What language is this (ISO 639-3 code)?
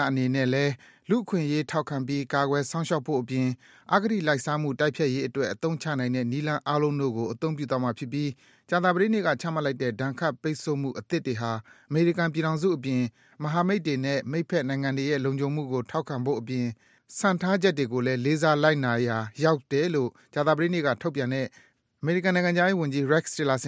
mya